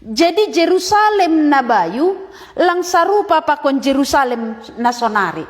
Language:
Batak Simalungun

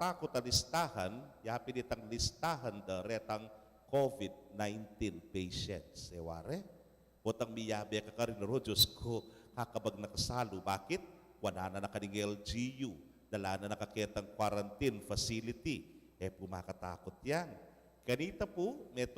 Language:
Pampanga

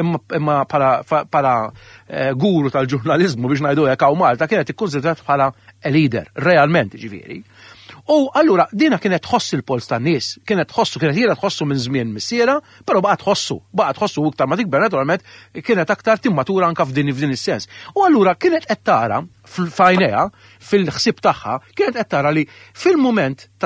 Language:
Maltese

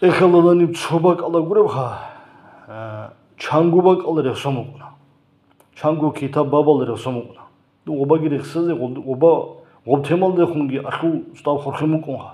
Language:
Avaric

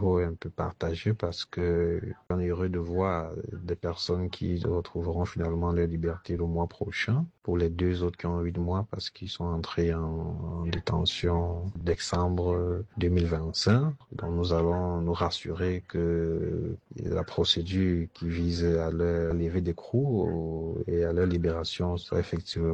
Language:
French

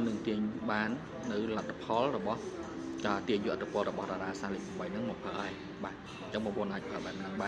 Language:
Khmer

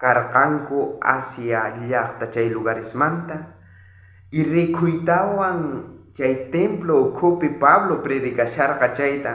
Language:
South Bolivian Quechua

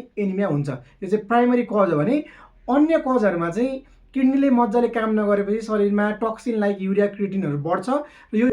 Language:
Nepali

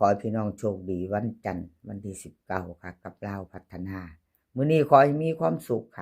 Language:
Northeastern Thai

